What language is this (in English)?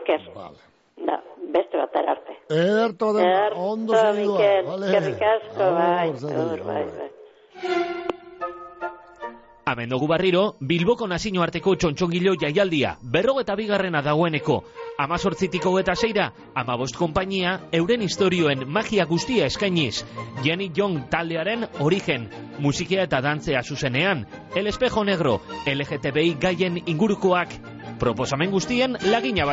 Basque